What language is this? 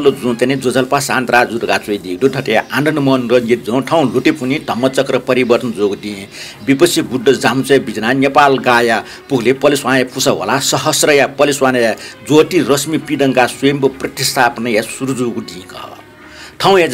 Newari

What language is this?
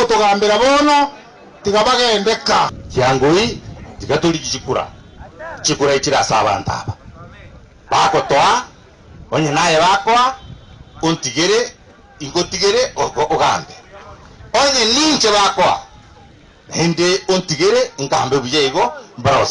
Gusii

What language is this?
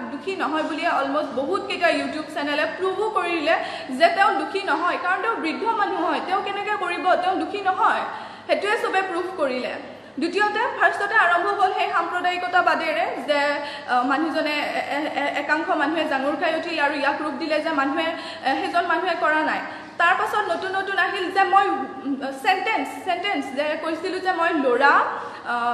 Assamese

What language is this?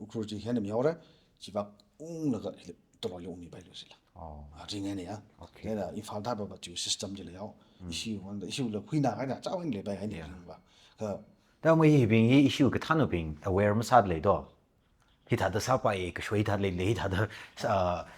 Tangkhul Naga (India)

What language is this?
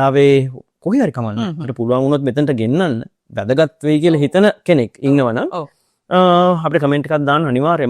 Sinhala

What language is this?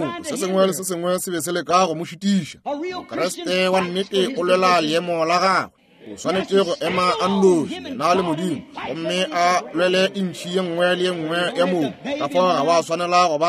Northern Sotho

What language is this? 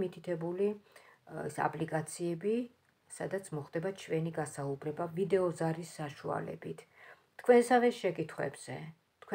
Georgian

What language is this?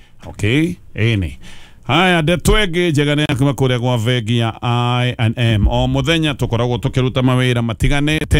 Kikuyu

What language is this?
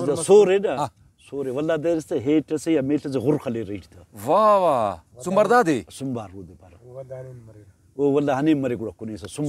Brahui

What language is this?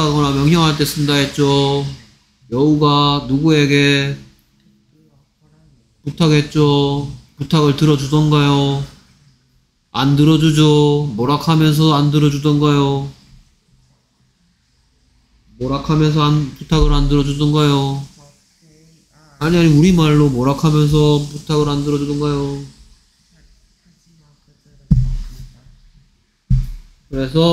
Korean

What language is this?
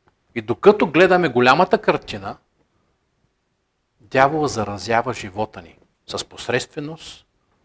Bulgarian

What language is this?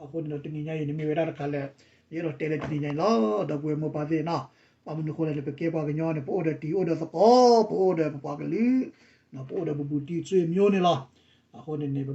S'gaw Karen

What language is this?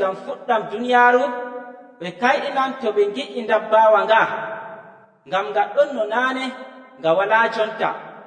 Nigerian Fulfulde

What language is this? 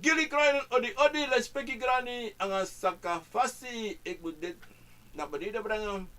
Sranan Tongo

